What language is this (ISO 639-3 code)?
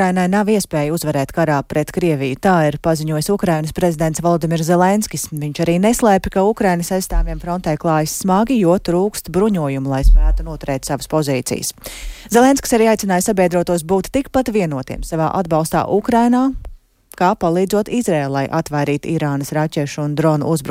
lav